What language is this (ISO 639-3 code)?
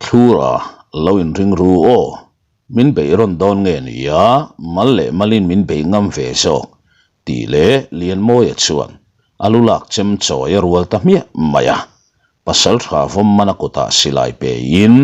lus